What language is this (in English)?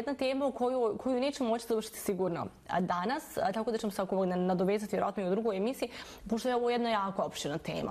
Bosnian